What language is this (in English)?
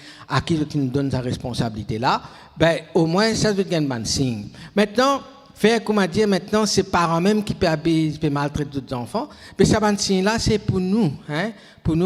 Morisyen